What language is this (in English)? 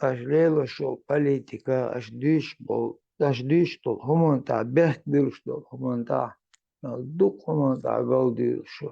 Chechen